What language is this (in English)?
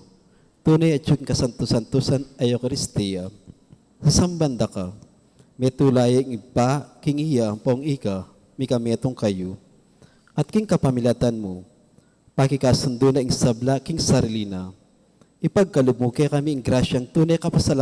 Pampanga